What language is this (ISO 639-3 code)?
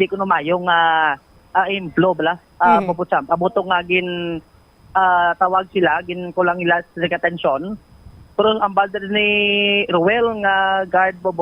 hil